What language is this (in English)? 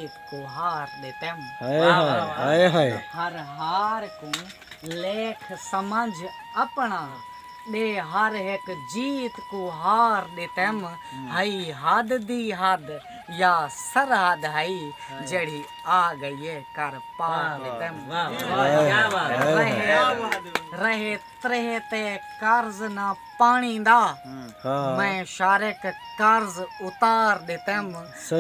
Saraiki